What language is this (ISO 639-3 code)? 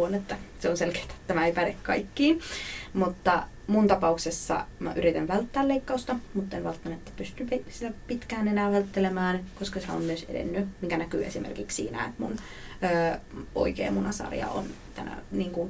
fin